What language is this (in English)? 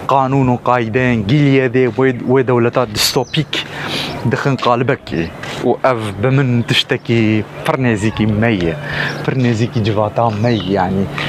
Kurdish